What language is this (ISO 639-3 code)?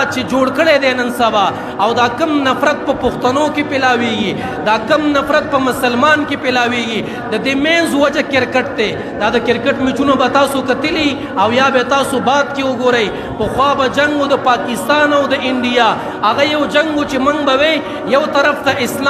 pus